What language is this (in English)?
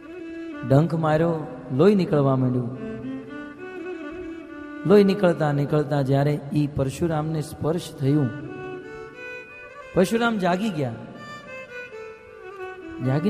Gujarati